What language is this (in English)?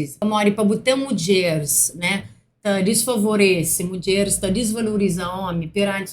Kabuverdianu